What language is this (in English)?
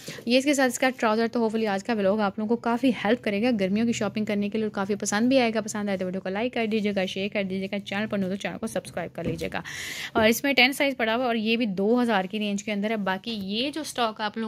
Hindi